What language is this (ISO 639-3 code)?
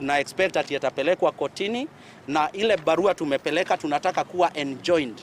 guz